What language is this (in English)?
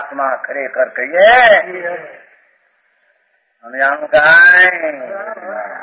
Gujarati